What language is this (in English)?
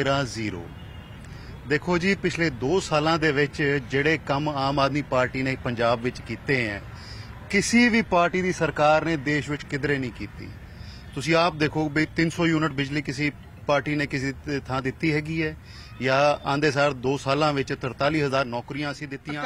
Punjabi